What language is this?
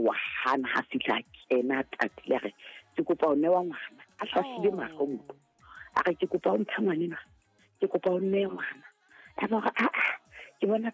Southern Sotho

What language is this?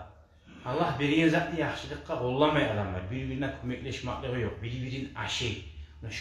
Kumyk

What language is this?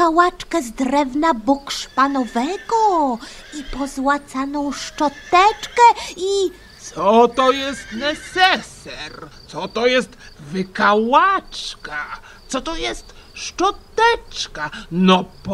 Polish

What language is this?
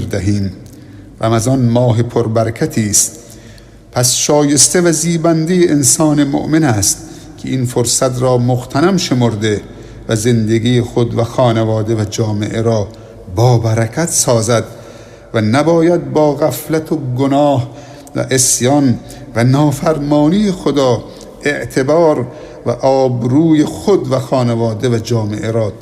Persian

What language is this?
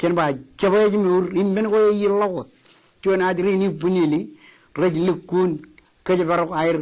Marshallese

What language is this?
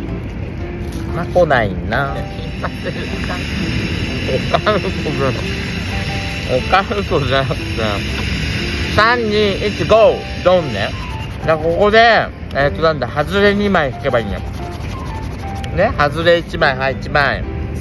Japanese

